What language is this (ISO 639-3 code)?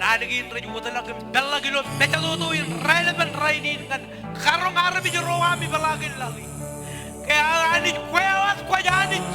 mah